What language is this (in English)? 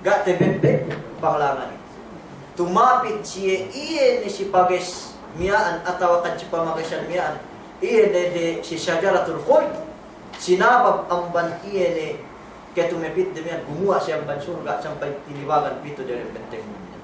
Yakan